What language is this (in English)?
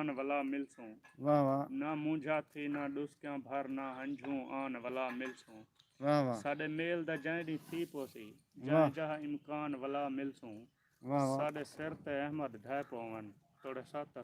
Saraiki